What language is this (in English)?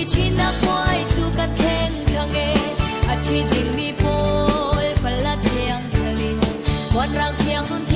Falam Chin